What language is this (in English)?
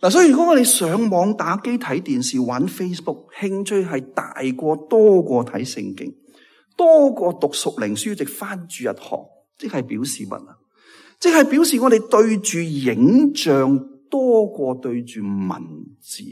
Cantonese